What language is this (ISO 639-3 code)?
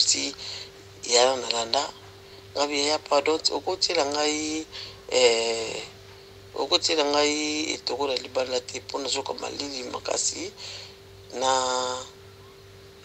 lin